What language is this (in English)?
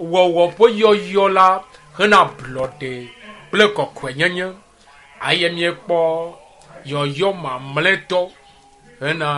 Ewe